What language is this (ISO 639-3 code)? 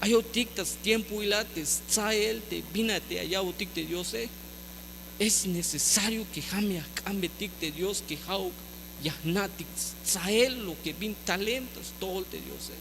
tzh